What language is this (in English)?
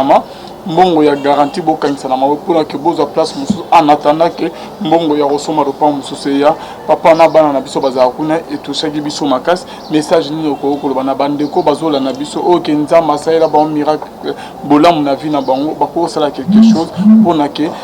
Lingala